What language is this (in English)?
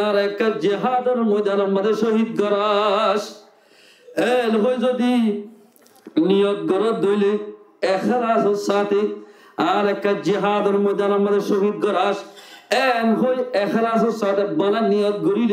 Rohingya